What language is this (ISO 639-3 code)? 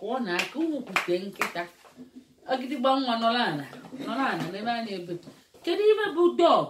ibo